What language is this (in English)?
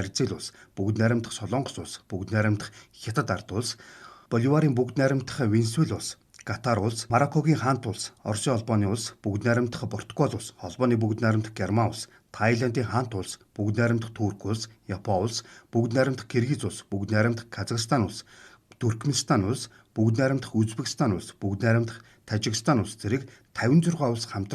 Mongolian